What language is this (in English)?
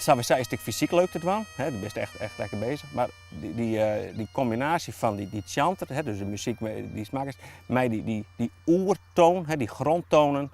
Western Frisian